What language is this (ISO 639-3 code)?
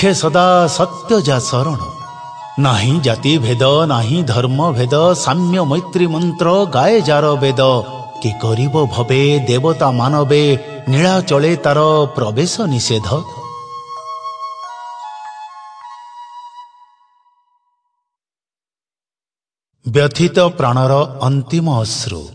ori